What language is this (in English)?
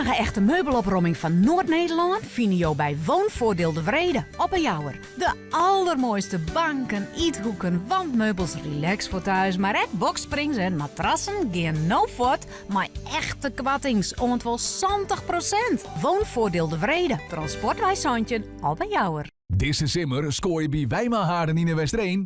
Western Frisian